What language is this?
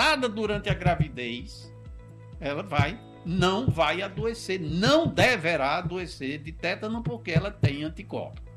Portuguese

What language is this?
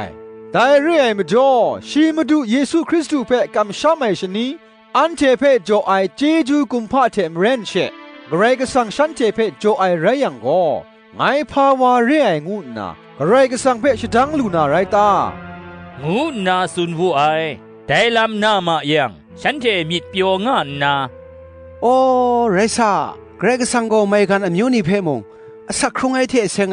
Kachin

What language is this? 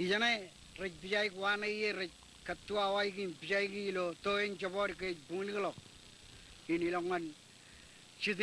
Marshallese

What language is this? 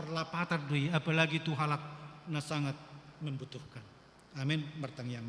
Batak Toba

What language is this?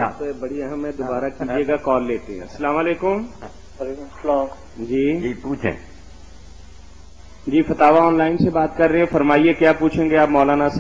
Urdu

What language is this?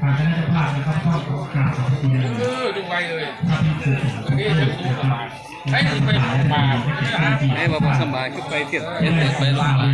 Northeastern Thai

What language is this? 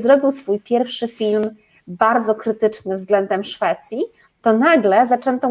Polish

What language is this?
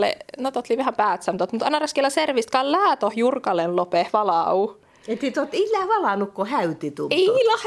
Finnish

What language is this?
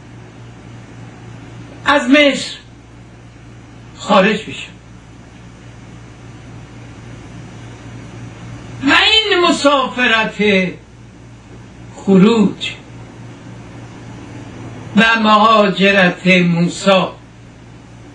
Persian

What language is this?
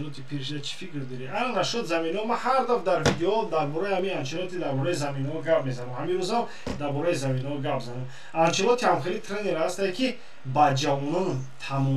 Tajik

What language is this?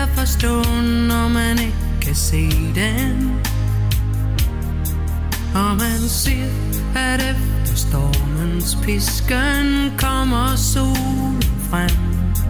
Danish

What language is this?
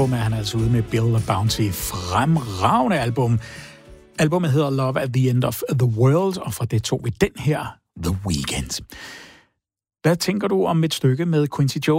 Danish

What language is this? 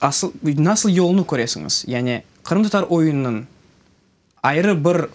Crimean Tatar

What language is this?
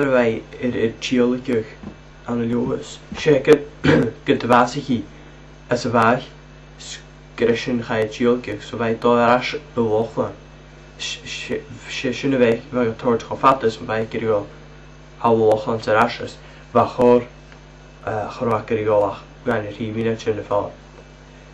Scottish Gaelic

